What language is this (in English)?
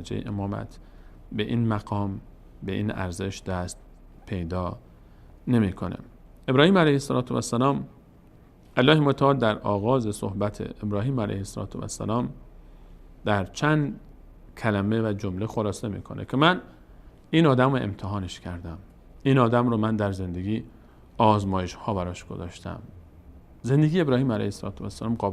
Persian